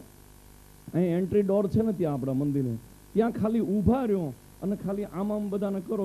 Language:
Gujarati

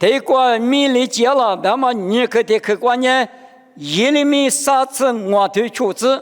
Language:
Lisu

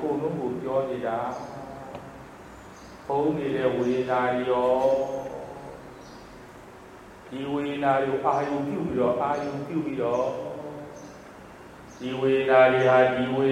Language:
Burmese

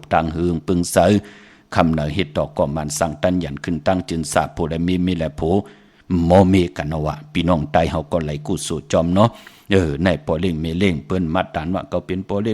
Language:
Shan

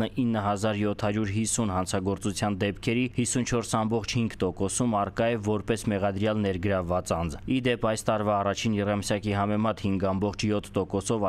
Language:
Armenian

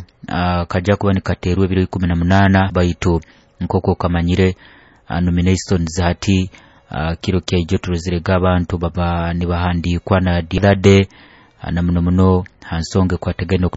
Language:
Nyoro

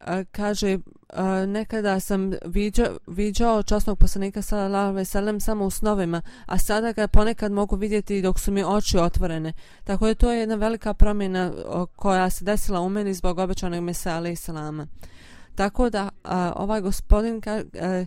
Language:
Bosnian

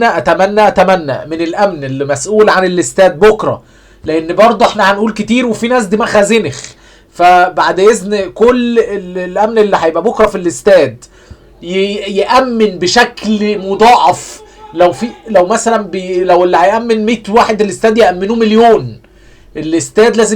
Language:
Egyptian Arabic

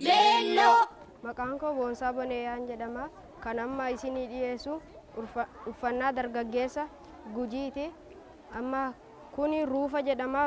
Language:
Oromo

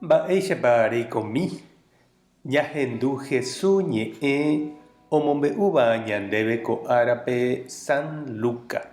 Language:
Guarani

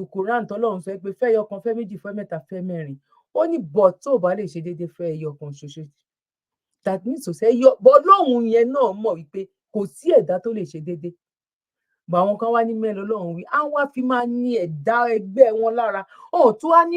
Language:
Yoruba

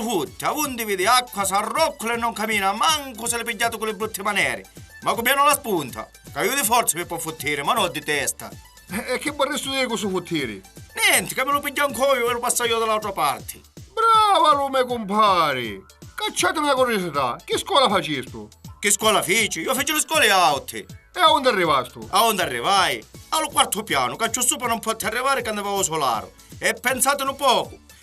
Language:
Sicilian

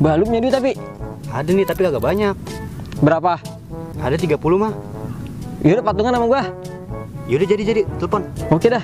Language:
Betawi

